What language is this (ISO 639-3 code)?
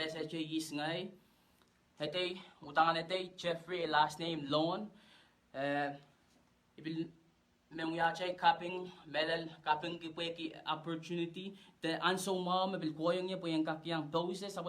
pon